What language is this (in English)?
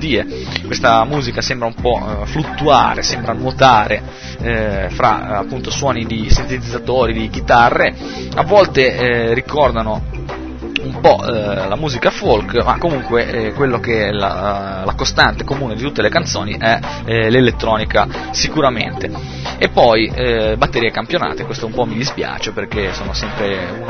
Italian